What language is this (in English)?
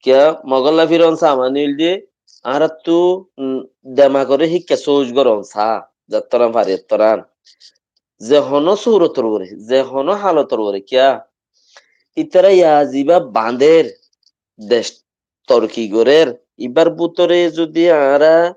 Rohingya